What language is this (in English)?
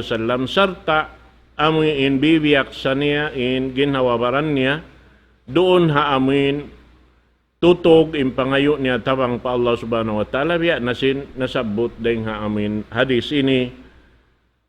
Tausug